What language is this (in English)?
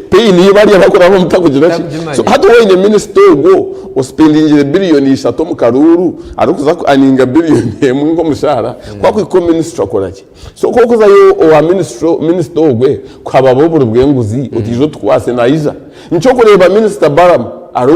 Nyankole